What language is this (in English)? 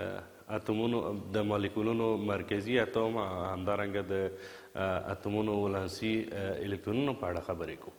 Pashto